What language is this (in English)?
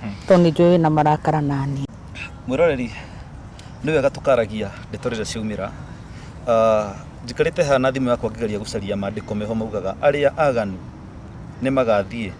Kikuyu